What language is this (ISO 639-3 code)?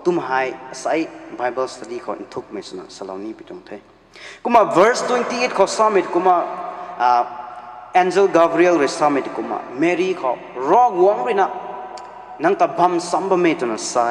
nbu